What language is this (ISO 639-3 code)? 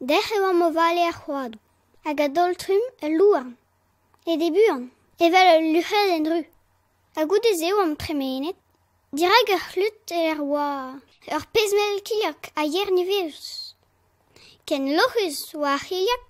bre